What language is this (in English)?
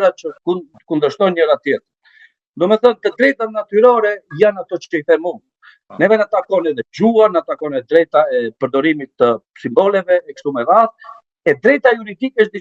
Albanian